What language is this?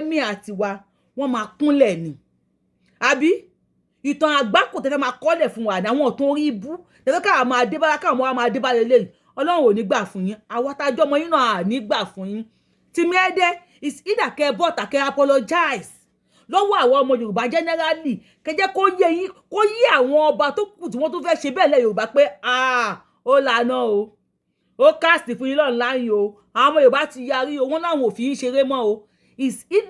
Yoruba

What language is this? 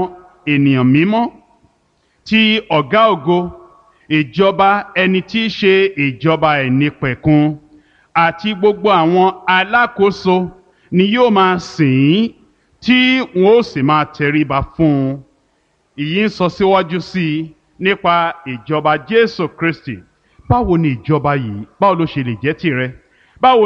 Yoruba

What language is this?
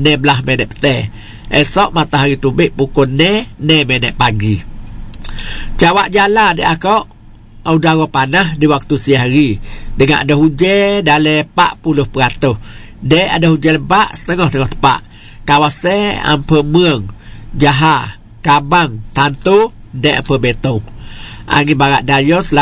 Malay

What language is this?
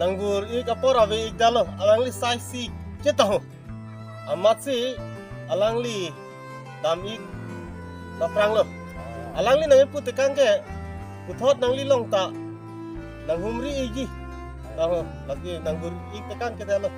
Karbi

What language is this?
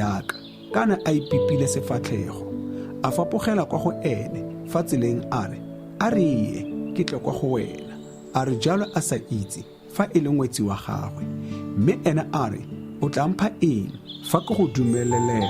Tswana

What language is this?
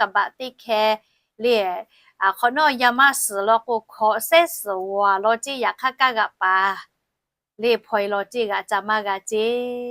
Lahu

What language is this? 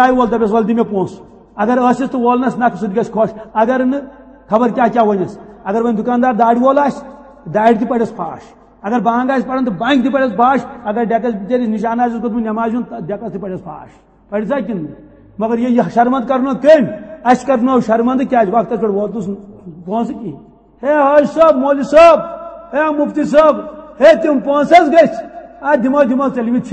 Kashmiri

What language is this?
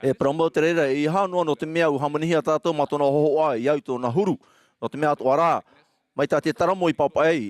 Tahitian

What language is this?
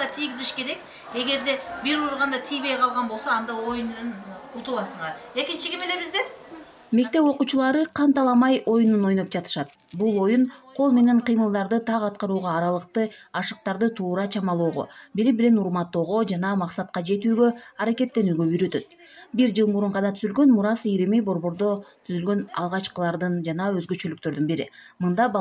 Kyrgyz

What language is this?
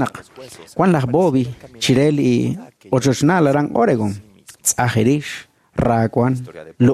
Kekchí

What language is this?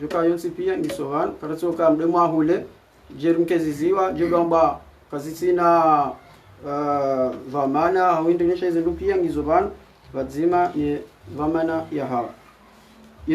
Ngazidja Comorian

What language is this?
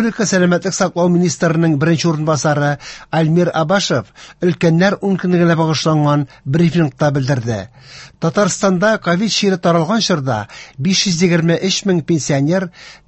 Tatar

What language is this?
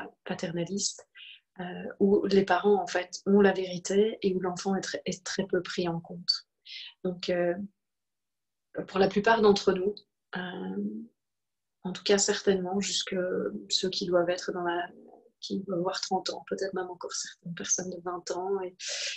French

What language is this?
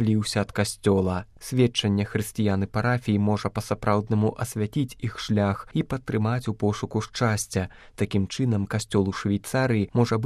Belarusian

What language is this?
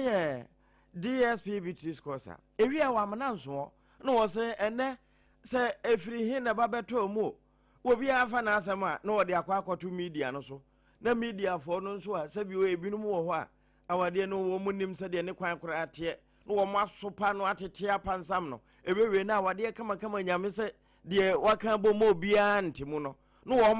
Akan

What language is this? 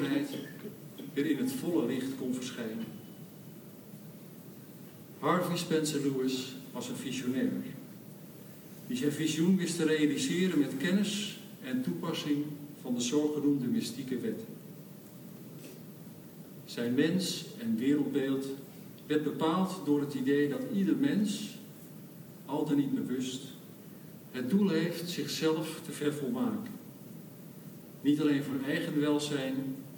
Dutch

